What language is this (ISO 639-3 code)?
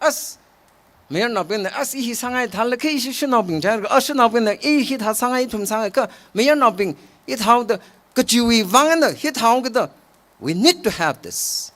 nmf